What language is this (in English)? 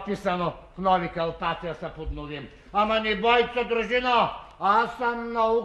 Bulgarian